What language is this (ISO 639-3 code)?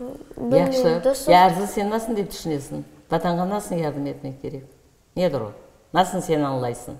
crh